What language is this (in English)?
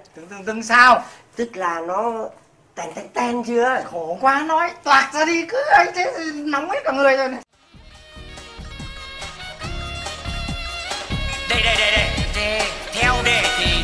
Vietnamese